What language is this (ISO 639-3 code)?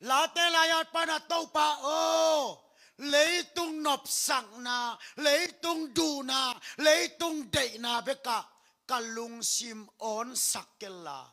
ctd